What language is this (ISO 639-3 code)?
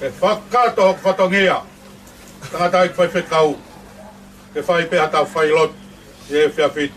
ton